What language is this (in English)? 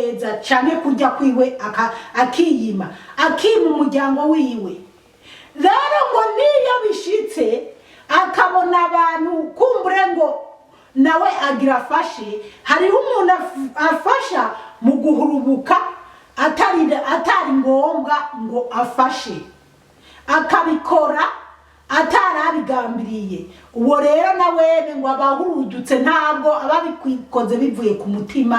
Rundi